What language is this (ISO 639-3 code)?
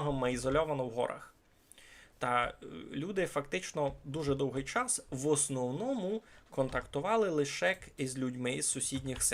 rue